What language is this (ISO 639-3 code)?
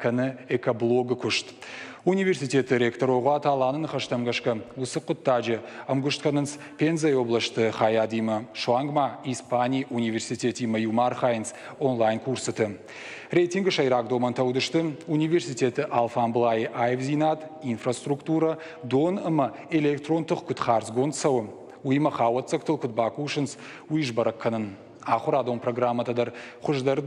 oss